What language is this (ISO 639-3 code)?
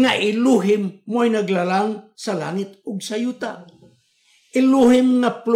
ceb